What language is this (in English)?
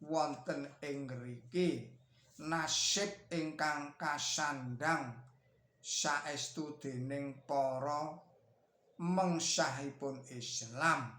Javanese